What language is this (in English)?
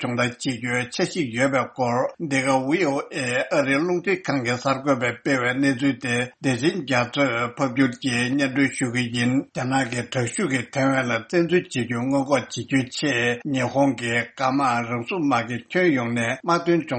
Tibetan